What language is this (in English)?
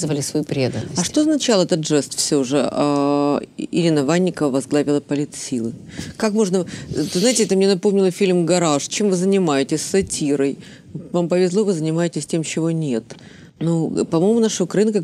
Russian